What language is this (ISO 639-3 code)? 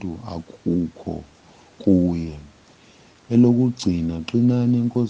zul